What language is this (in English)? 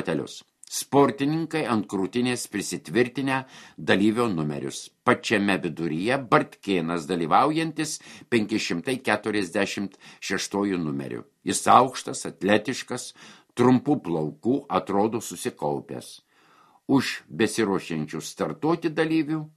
Lithuanian